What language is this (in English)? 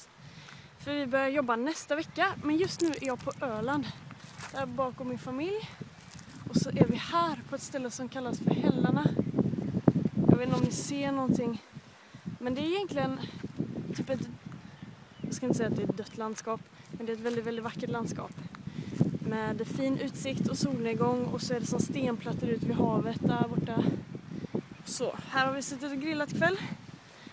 Swedish